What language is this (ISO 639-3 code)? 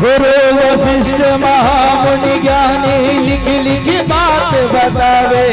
hne